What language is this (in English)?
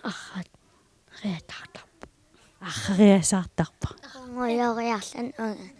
Kalaallisut